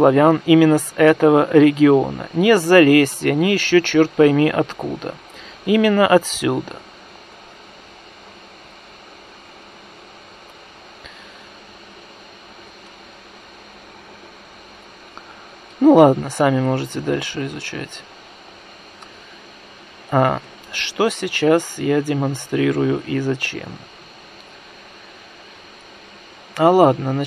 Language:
Russian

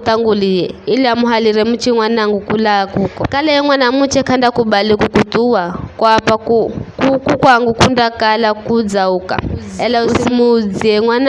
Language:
Giryama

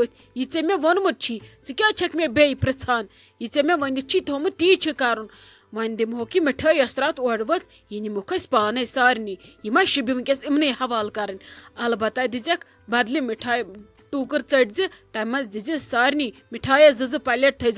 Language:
Kashmiri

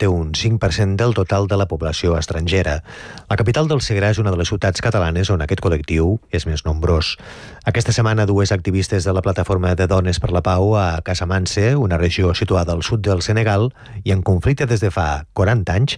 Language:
Catalan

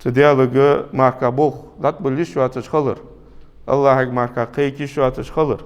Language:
Ingush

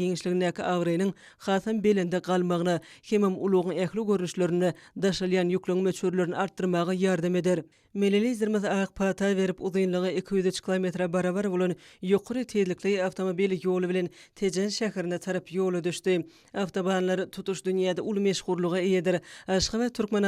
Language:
Turkmen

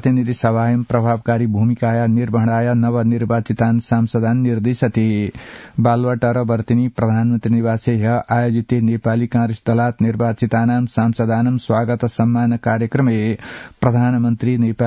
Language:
Sanskrit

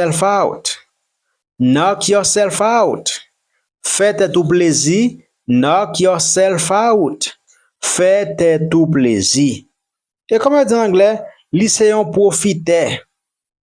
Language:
Haitian Creole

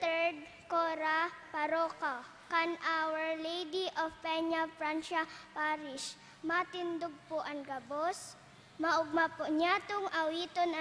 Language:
Bikol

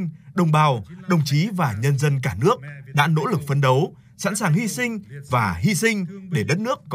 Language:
Vietnamese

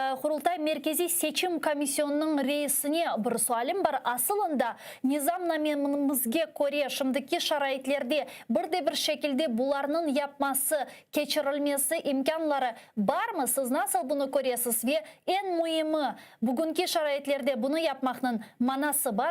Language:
Crimean Tatar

